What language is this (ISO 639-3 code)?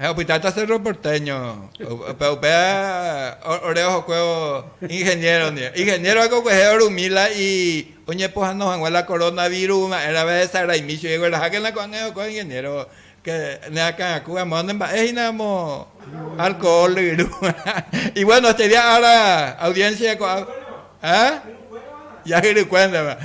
grn